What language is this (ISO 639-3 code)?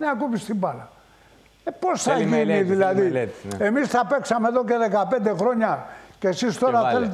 ell